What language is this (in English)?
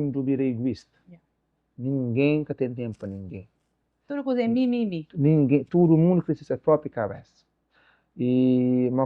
Kabuverdianu